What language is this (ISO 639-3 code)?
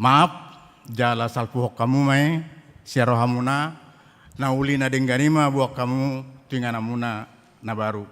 bbc